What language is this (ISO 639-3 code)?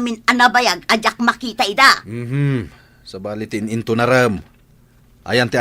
ilo